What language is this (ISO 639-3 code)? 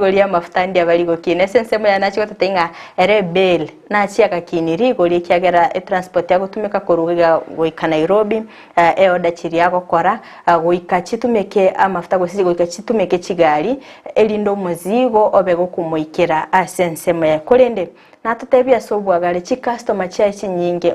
guz